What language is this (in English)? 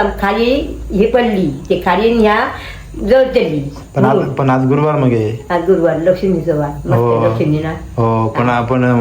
Konkani